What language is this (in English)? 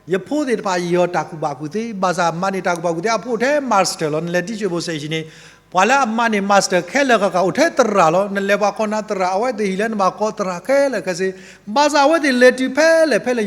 S'gaw Karen